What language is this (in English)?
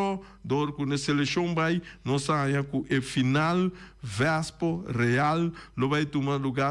Papiamento